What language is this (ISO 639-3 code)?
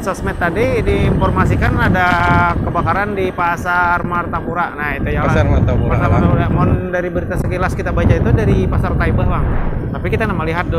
bjn